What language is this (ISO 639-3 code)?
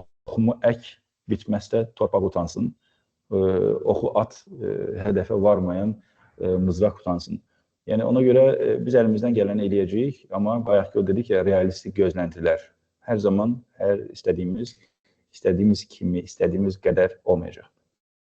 aze